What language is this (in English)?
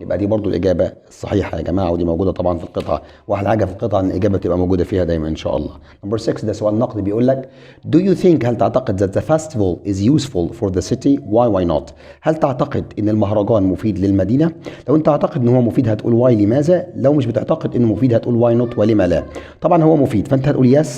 Egyptian Arabic